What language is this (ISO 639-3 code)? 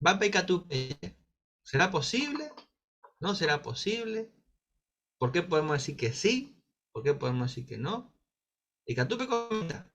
grn